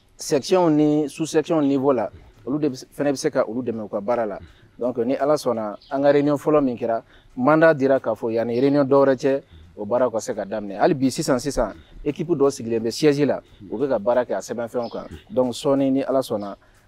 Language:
Bambara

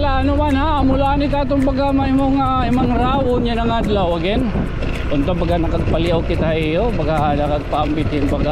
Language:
Waray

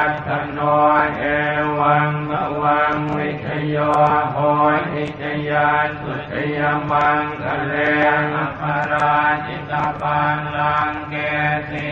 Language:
Pali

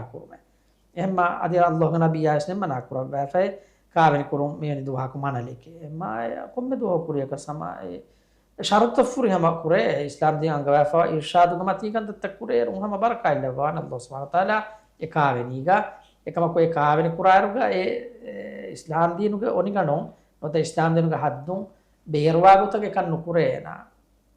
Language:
Divehi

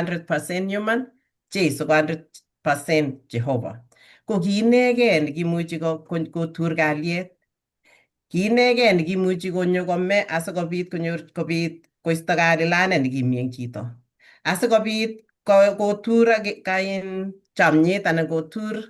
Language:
Kalenjin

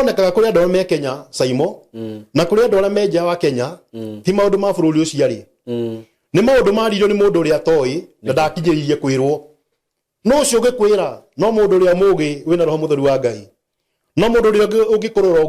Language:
Kikuyu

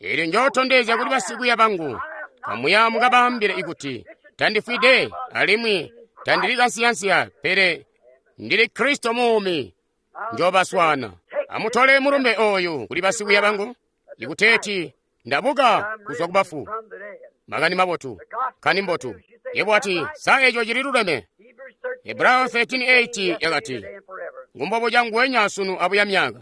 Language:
Tonga (Zambia)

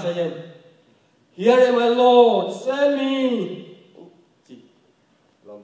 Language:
Tedim Chin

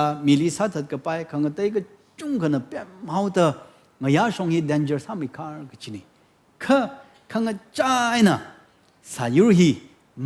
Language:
Tangkhul Naga (India)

